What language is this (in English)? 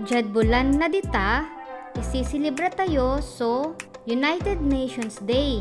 Pangasinan